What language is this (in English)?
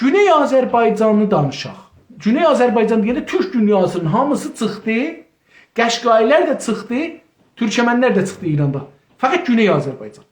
South Azerbaijani